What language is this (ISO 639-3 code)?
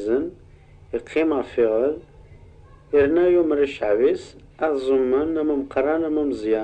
kab